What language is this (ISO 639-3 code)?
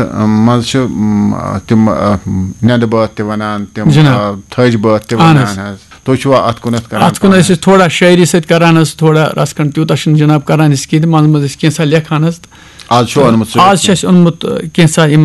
kas